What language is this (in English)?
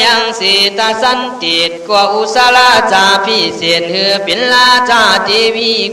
Khün